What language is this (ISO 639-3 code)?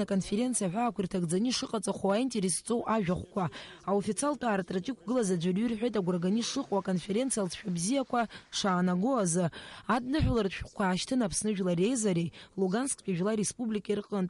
abk